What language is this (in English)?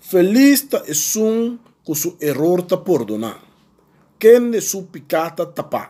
Papiamento